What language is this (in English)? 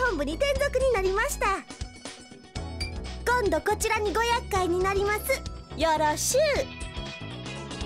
Japanese